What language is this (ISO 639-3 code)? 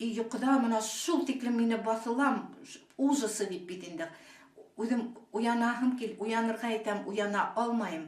bak